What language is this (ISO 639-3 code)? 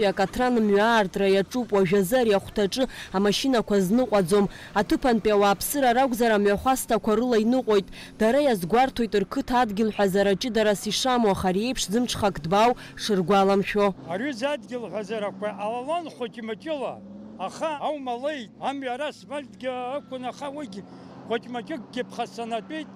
abk